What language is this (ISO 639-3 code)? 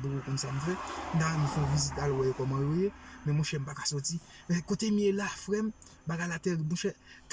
hat